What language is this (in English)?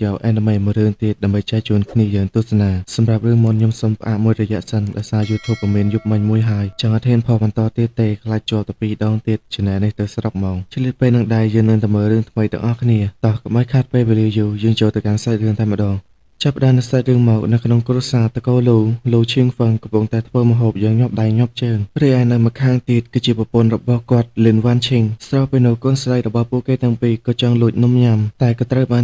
Khmer